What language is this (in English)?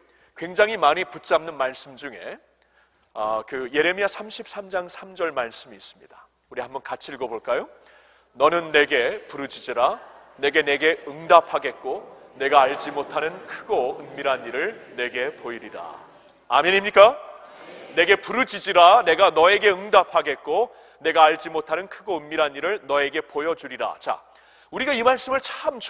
Korean